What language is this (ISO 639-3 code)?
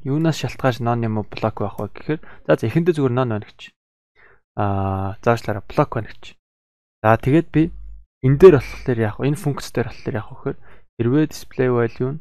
mon